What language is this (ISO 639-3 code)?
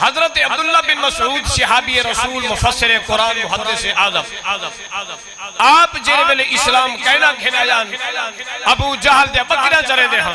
skr